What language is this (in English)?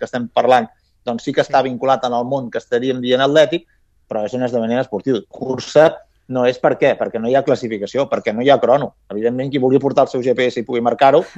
Catalan